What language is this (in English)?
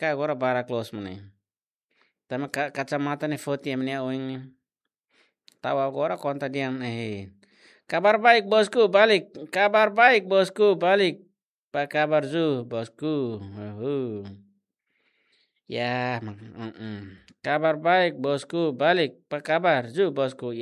Indonesian